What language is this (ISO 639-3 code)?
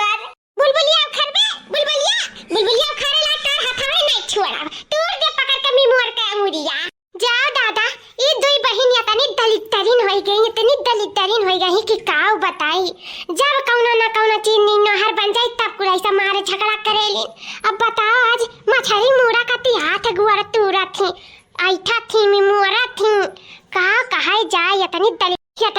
awa